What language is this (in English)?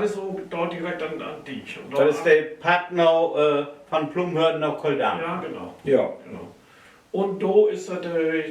Low German